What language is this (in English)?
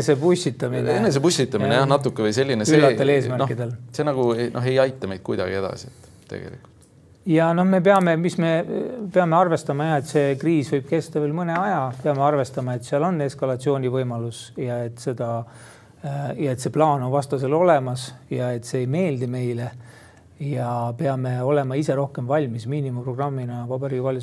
Estonian